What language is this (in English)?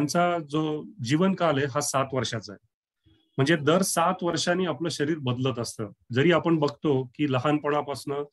Marathi